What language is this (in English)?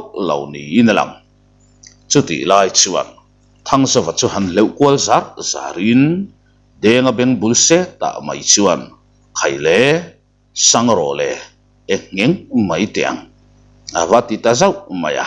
Mizo